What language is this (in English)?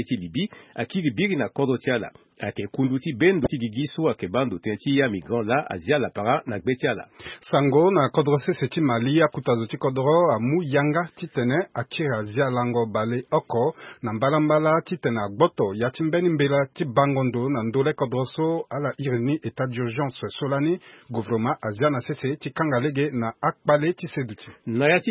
Sango